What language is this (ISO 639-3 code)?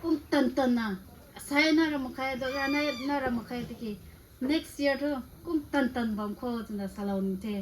nbu